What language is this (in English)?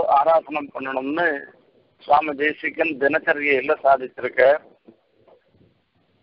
Tamil